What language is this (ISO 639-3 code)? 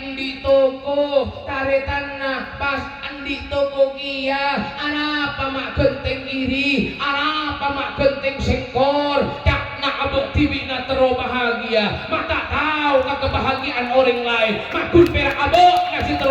mad